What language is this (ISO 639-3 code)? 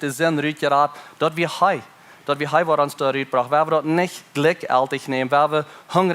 pdt